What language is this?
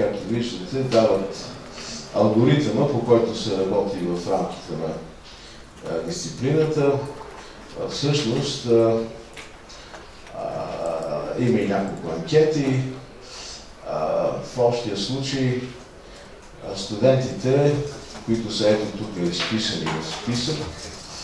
Bulgarian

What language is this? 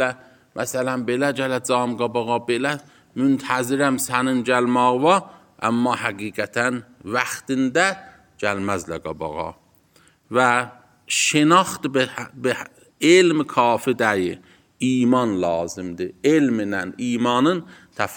Azerbaijani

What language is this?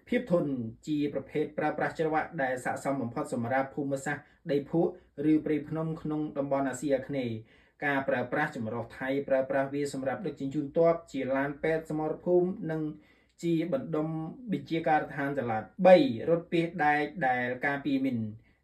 Khmer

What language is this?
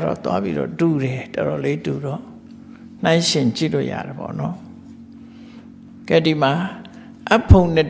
Burmese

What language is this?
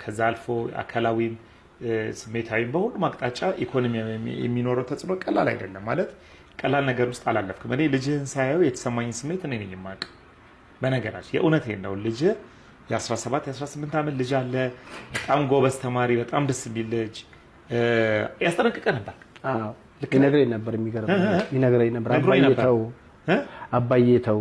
Amharic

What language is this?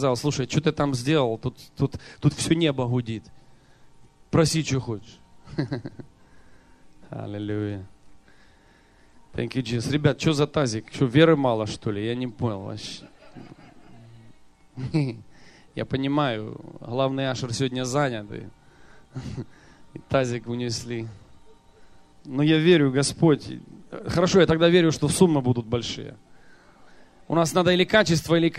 Russian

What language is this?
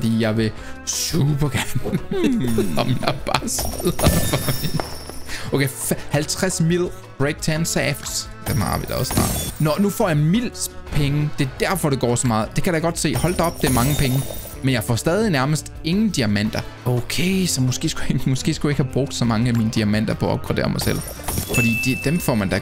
Danish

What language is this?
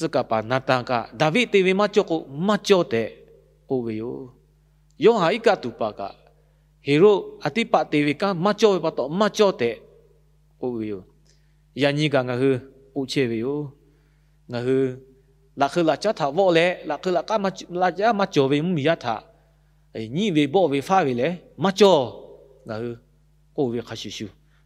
Lahu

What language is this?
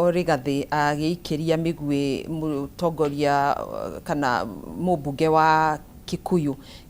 Kikuyu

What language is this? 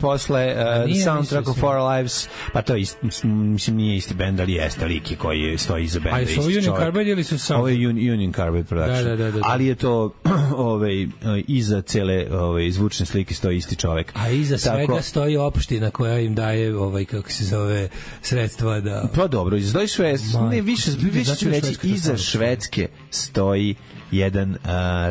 Serbian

